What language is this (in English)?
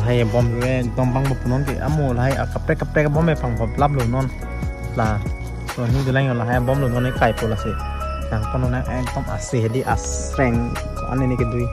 Karbi